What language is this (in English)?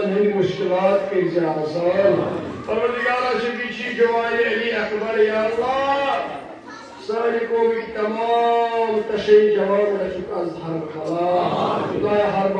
Kashmiri